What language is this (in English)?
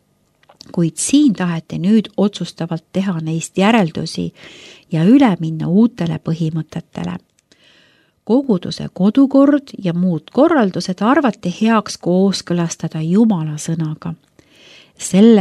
Estonian